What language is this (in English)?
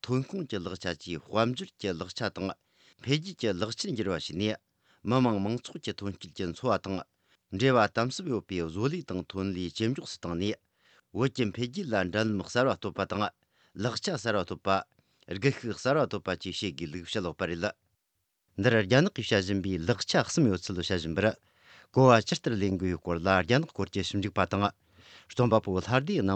Tibetan